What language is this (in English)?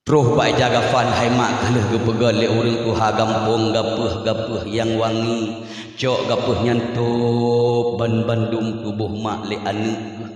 Achinese